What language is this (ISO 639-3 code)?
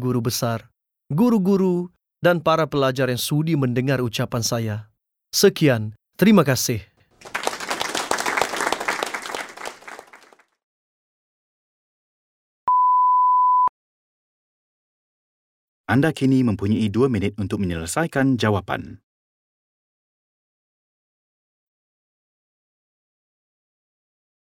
msa